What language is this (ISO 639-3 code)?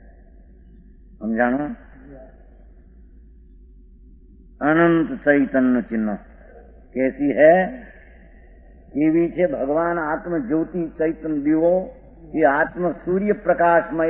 guj